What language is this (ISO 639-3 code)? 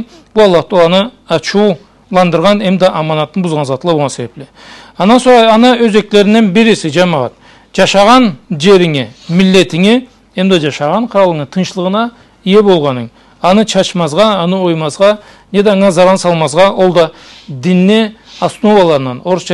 krc